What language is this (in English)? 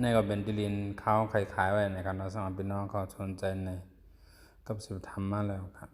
Shan